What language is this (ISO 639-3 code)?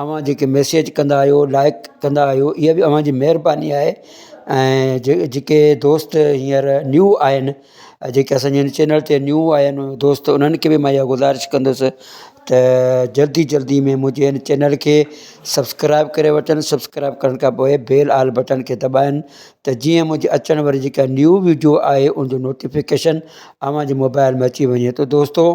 snd